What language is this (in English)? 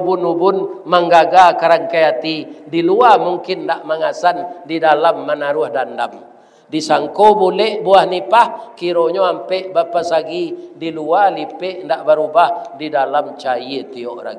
Minangkabau